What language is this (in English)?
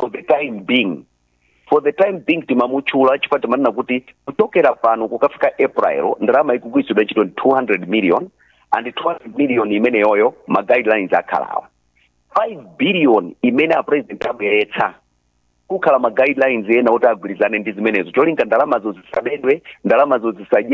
Nyanja